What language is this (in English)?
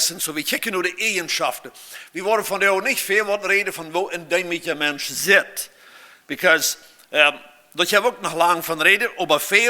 Plautdietsch